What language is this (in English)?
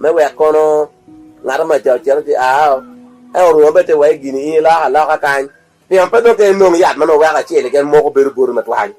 Acoli